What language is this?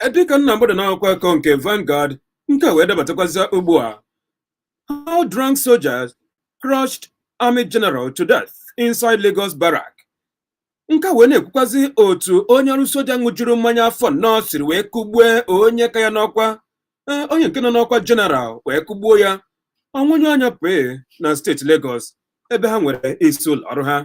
Igbo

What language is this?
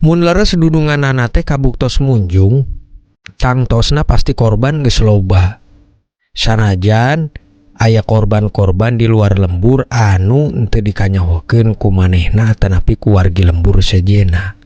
Sundanese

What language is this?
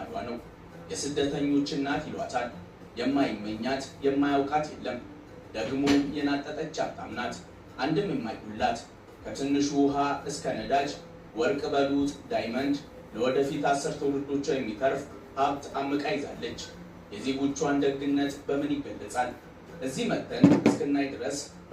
Amharic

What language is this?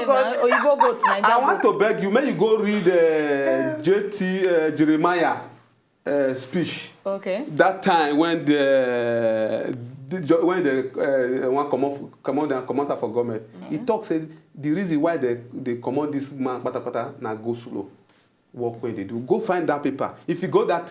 Nigerian Pidgin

